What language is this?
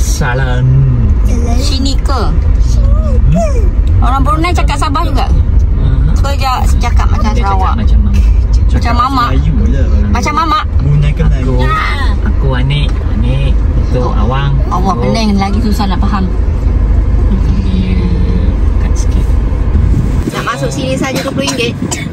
Malay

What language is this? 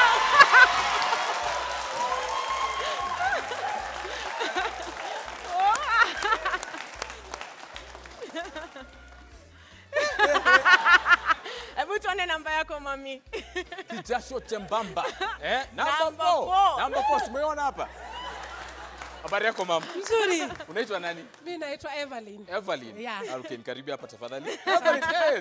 Swahili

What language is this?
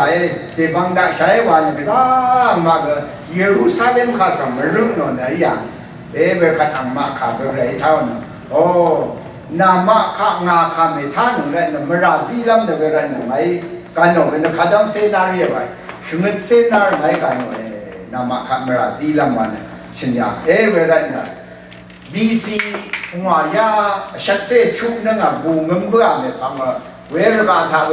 Rawang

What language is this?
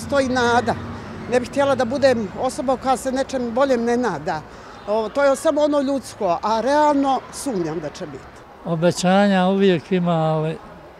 Bosnian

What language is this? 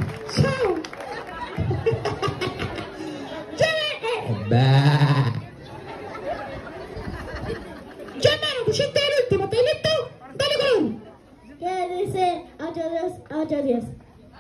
Spanish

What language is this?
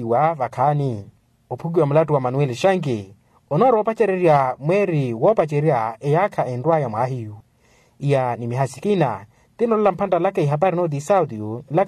Makhuwa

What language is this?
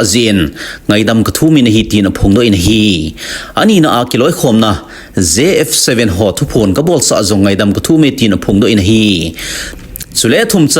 Thado Chin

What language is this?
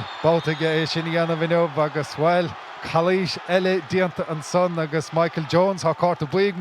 Irish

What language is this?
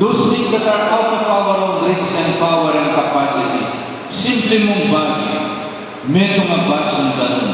Pampanga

